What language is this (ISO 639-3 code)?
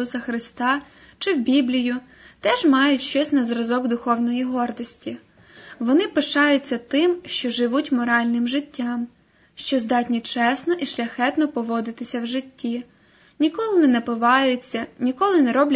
ukr